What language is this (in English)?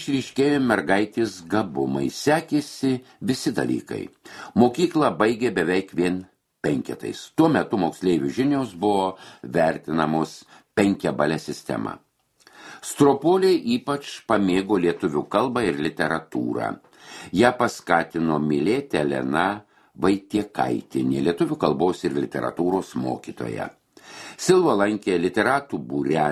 Lithuanian